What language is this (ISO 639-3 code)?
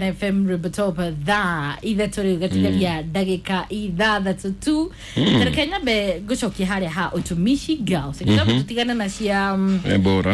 kik